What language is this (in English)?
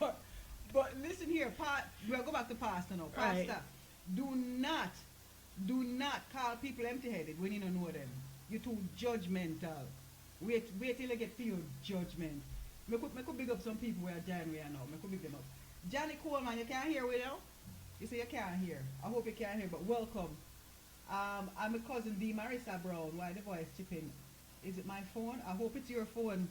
Jamaican Creole English